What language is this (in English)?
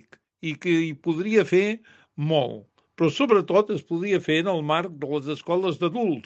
Catalan